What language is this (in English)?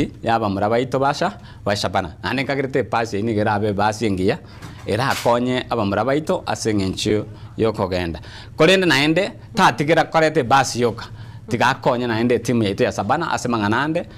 Gusii